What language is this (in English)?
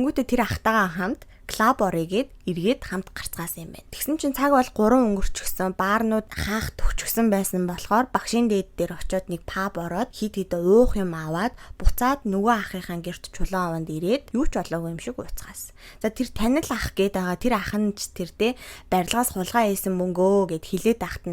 Mongolian